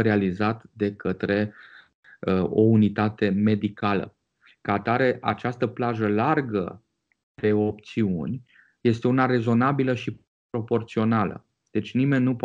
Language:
Romanian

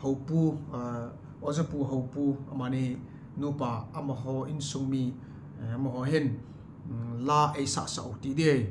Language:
Thado Chin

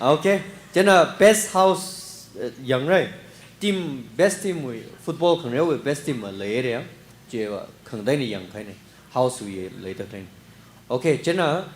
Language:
Tangkhul Naga (India)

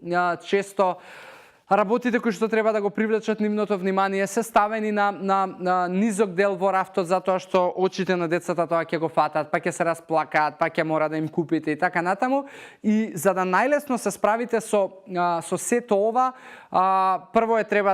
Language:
Macedonian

